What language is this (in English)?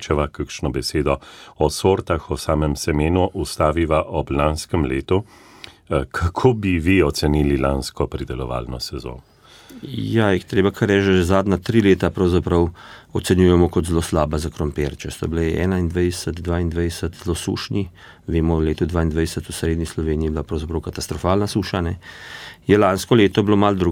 Slovenian